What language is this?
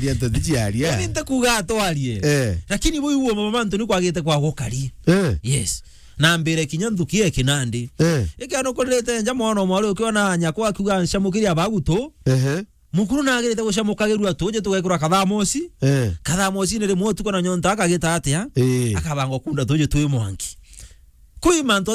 Meru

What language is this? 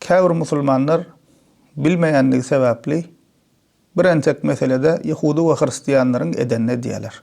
Turkmen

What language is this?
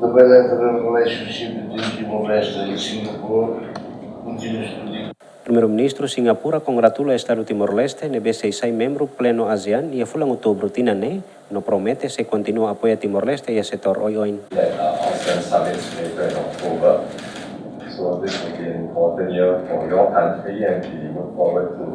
Tetum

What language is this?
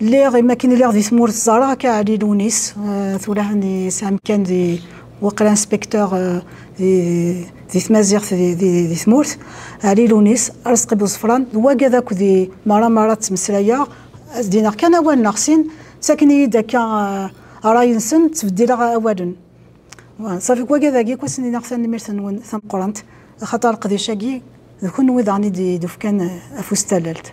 Kabyle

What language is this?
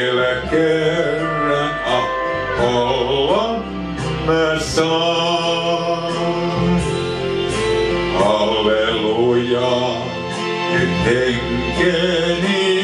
Finnish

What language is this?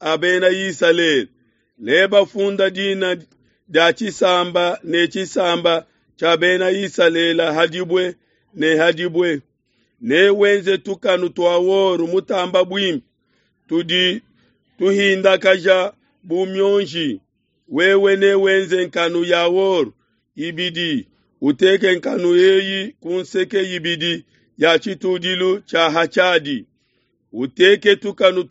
Luba-Lulua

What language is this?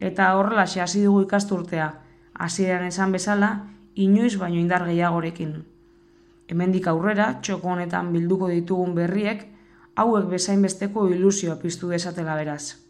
Basque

